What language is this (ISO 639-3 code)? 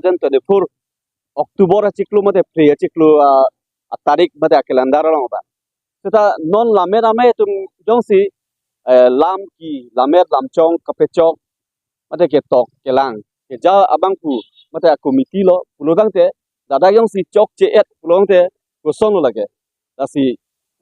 mjw